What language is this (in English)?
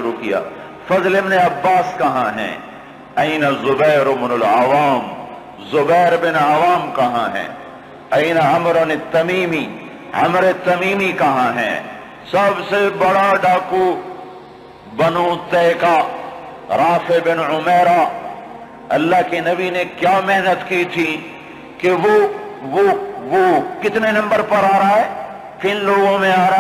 Urdu